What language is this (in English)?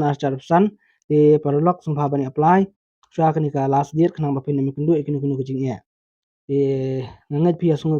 Khasi